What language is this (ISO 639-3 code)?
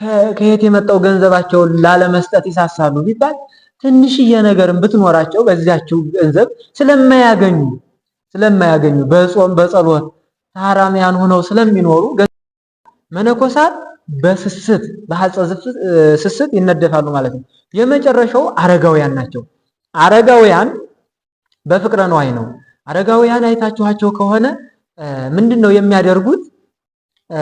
amh